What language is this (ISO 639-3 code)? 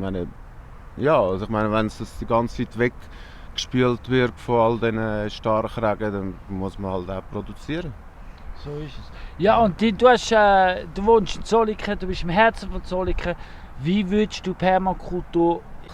gsw